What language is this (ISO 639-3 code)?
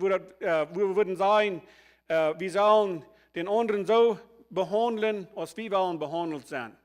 pdt